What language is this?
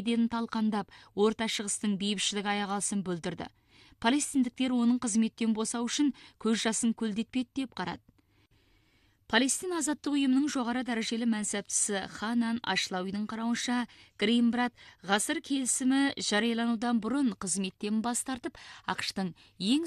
Kazakh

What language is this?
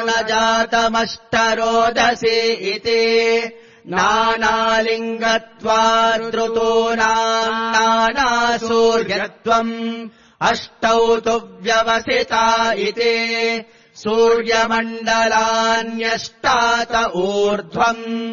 Sanskrit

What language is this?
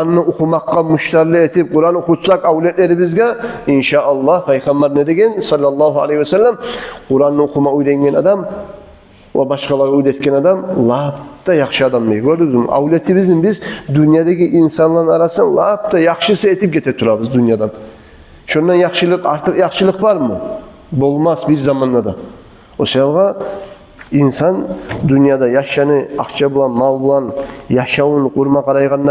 Kumyk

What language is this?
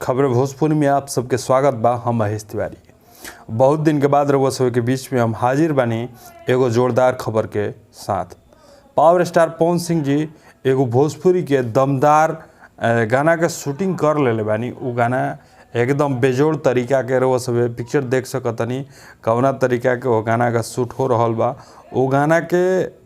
Bhojpuri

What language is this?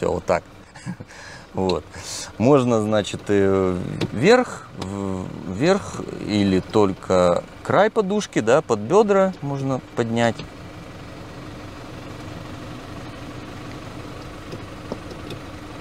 Russian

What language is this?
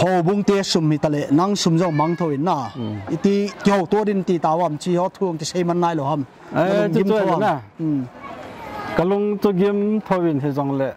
Paite Chin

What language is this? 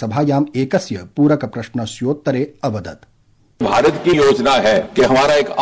Sanskrit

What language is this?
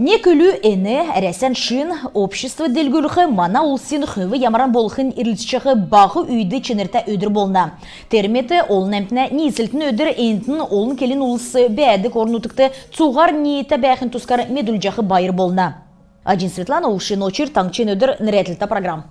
Kalmyk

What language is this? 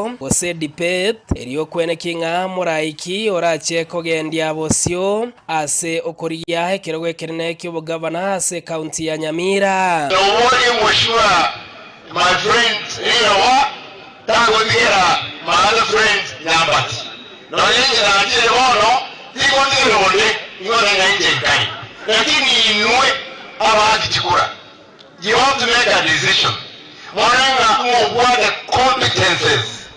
Gusii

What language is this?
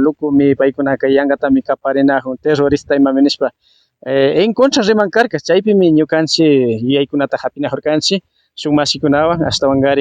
Imbabura Highland Quichua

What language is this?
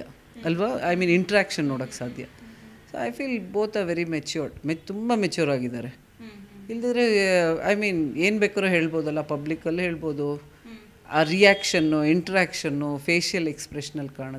Kannada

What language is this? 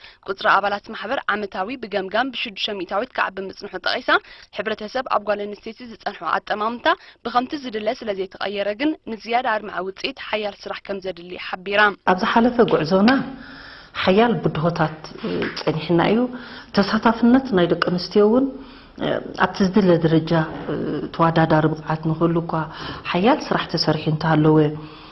Tigrinya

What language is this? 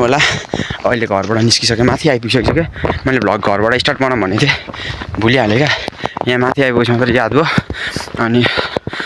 Nepali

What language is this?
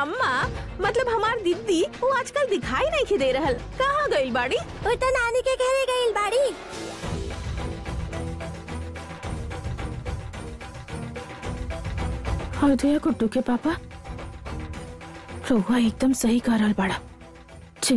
Bhojpuri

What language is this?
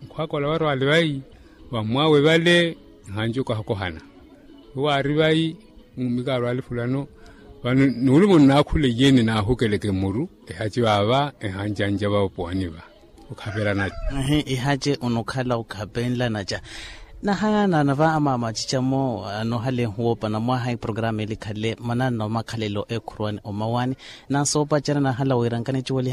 Makhuwa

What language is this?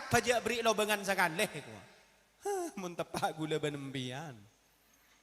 Madurese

